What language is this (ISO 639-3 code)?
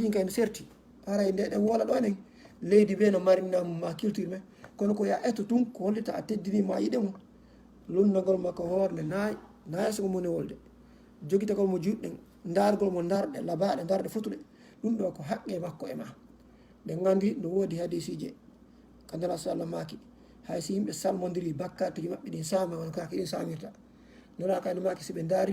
ful